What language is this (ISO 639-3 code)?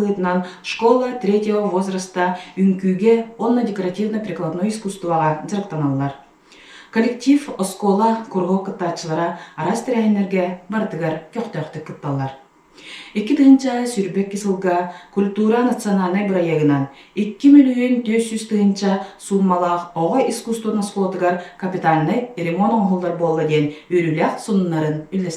sah